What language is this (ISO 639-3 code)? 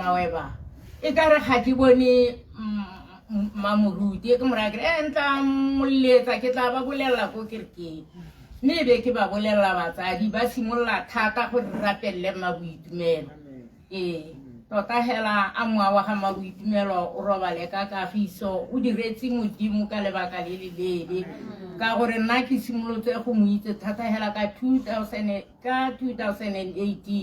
tsn